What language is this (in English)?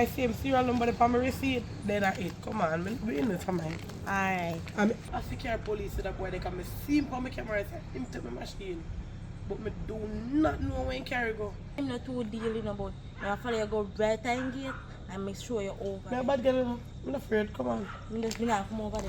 Jamaican Creole English